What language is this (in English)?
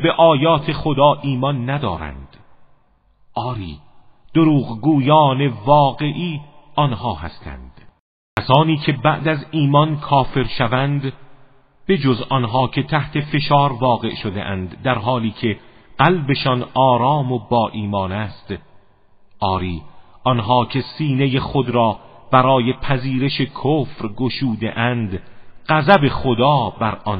Persian